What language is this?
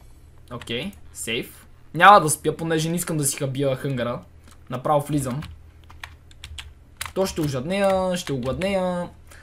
Bulgarian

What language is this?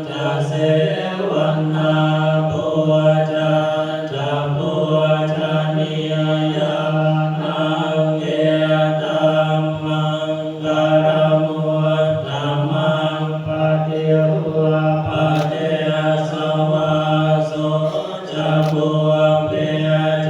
Pali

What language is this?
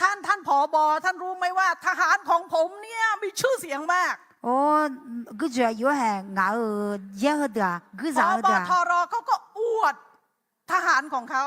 Akha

